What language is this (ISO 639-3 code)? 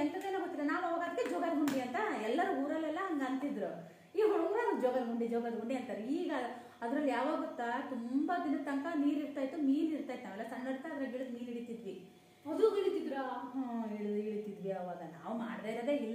kan